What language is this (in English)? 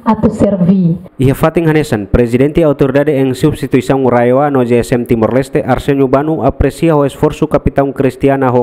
Tetum